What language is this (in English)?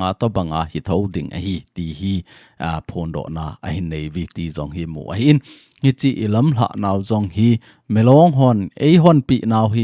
Thado Chin